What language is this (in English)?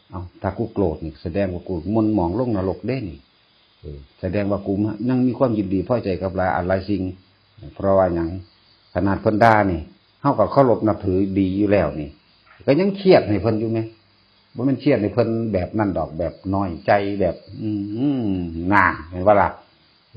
Northeastern Thai